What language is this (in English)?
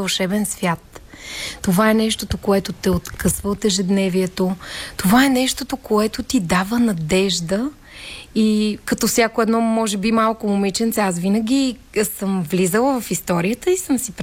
Bulgarian